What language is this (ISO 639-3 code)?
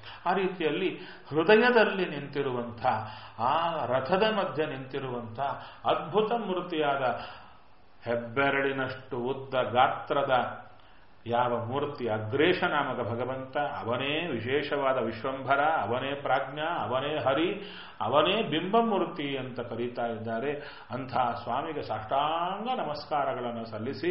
kan